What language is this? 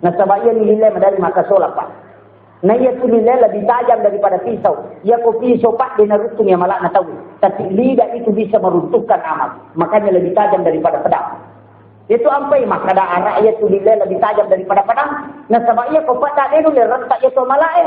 Buginese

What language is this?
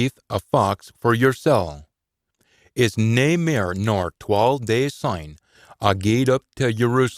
Scots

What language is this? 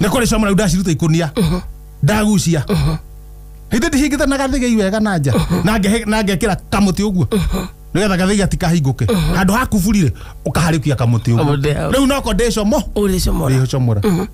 Kikuyu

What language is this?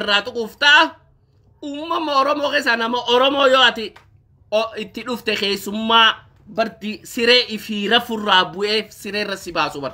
Oromo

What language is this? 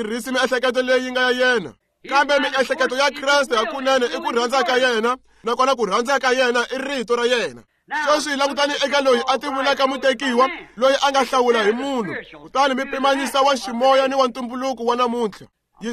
Tsonga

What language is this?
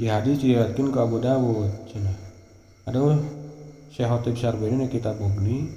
Sundanese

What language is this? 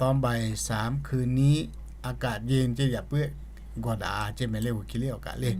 Lahu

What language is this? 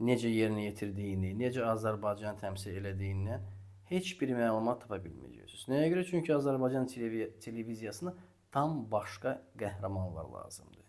Azerbaijani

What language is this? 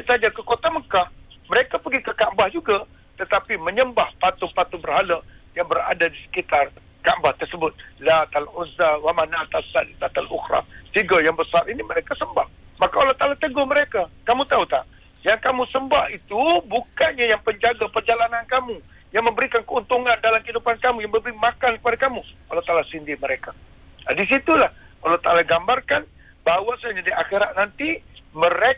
Malay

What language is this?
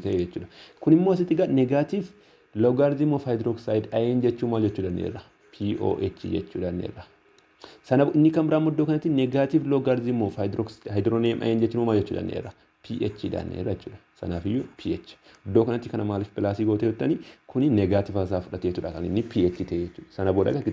Oromo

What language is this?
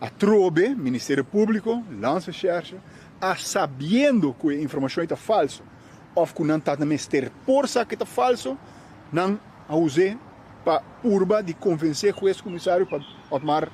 Papiamento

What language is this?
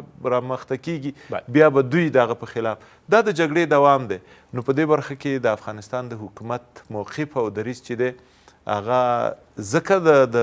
Pashto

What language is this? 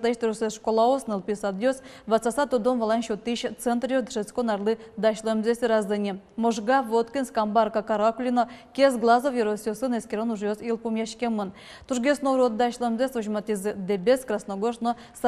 Udmurt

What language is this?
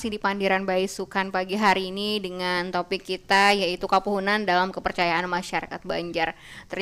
Banjar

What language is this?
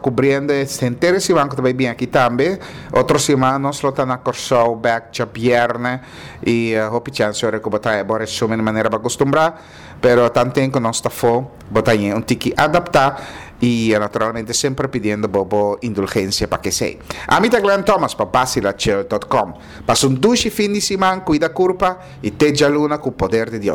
Papiamento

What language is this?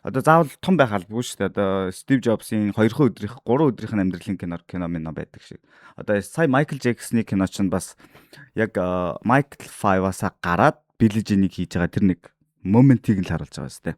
Mongolian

